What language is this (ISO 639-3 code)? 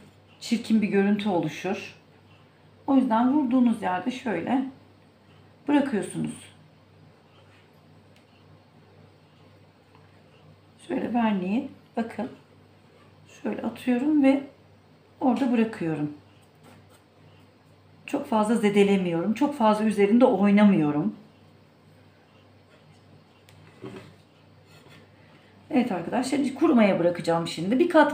tur